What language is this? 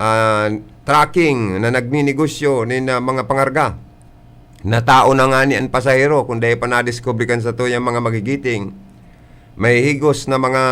Bikol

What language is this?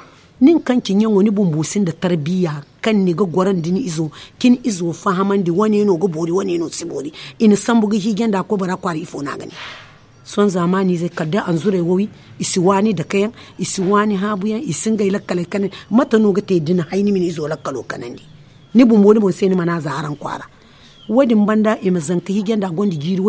Zarma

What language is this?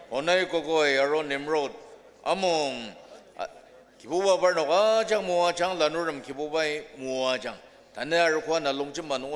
Ao Naga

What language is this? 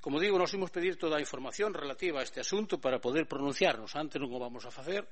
Galician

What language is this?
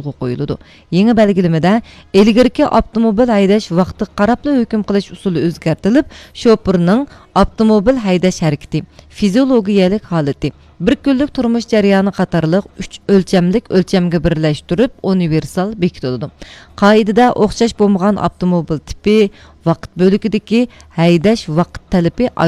Uyghur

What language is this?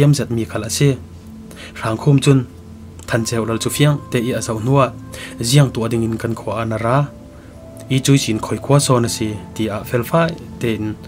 Falam Chin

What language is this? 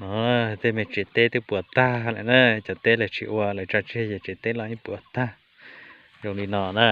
Hmong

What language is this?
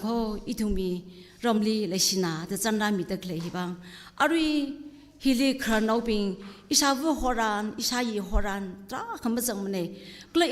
Tangkhul Naga (India)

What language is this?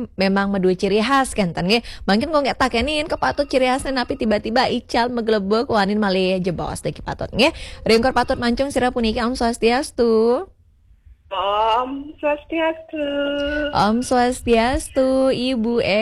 Balinese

